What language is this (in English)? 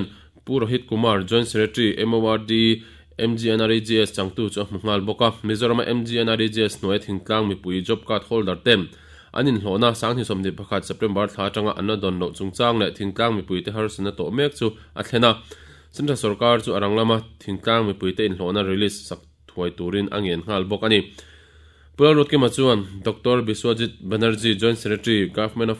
Mizo